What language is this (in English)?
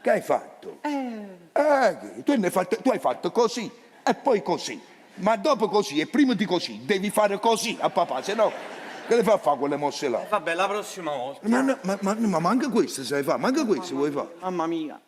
Neapolitan